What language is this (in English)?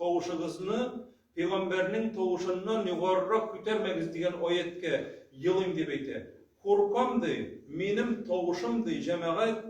Tatar